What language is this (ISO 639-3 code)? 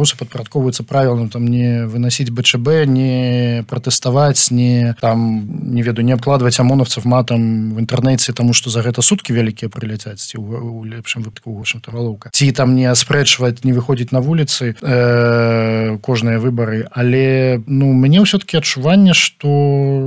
bel